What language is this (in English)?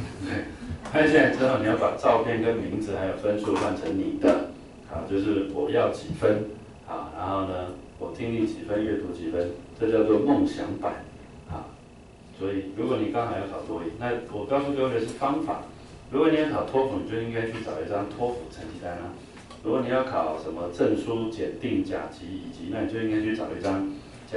Chinese